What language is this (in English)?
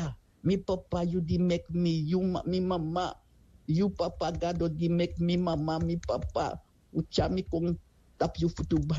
Sranan Tongo